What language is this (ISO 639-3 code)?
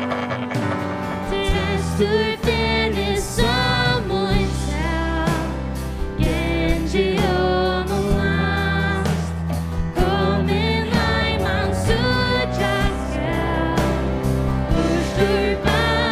fao